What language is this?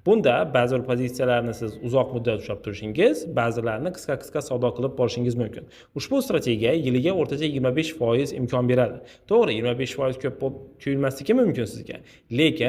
Uzbek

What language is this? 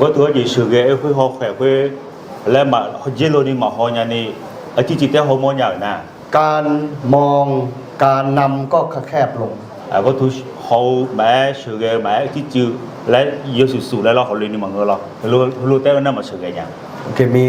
Akha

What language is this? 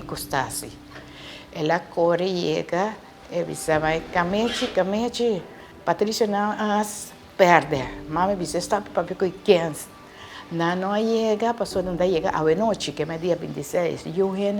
Papiamento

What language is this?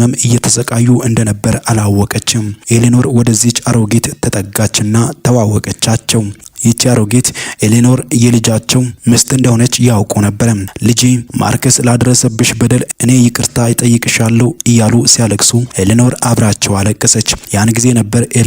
Amharic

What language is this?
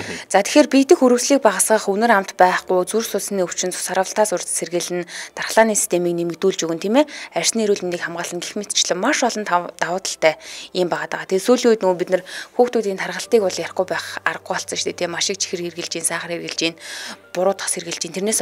Mongolian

